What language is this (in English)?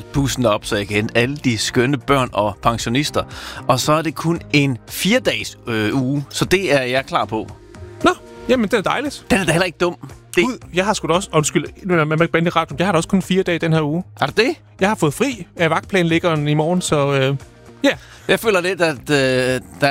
Danish